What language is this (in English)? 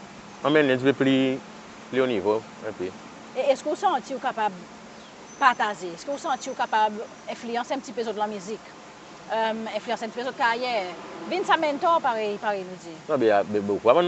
Seselwa Creole French